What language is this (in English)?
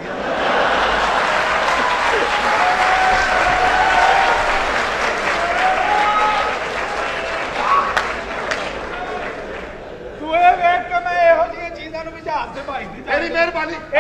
Punjabi